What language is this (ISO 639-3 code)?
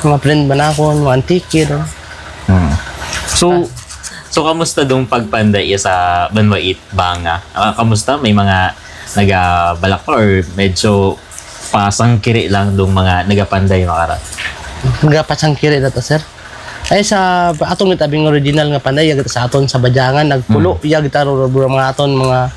hil